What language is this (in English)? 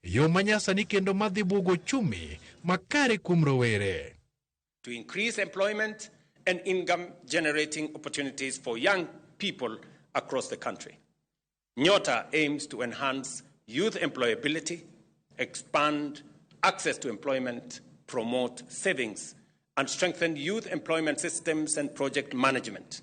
Luo (Kenya and Tanzania)